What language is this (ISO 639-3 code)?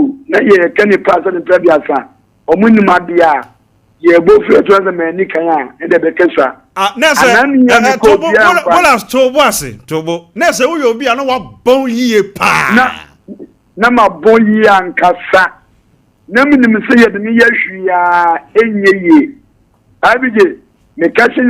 aka